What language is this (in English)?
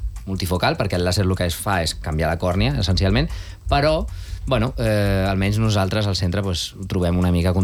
Catalan